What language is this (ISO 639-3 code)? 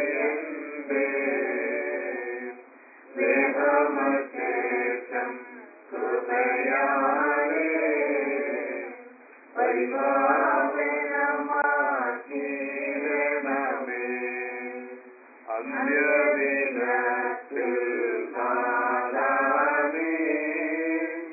mal